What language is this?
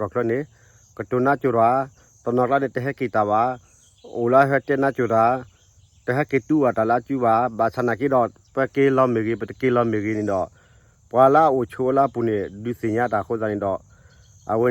S'gaw Karen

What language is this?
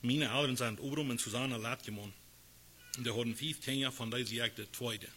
Plautdietsch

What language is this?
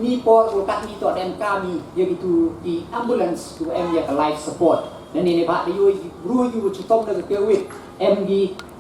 Pnar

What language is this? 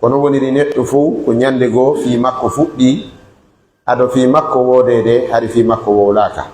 Pular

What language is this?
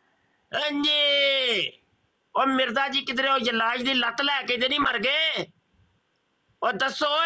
Punjabi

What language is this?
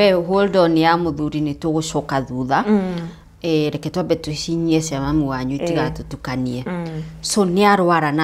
Kikuyu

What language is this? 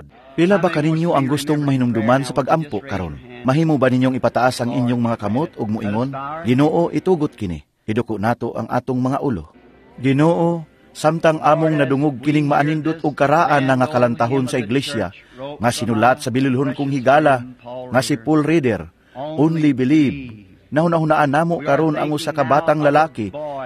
Cebuano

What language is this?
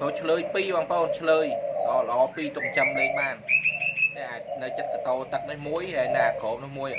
Khmer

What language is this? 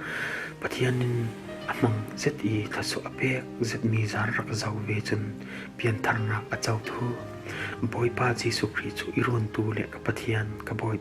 Falam Chin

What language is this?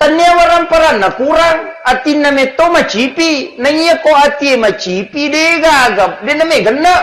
Buginese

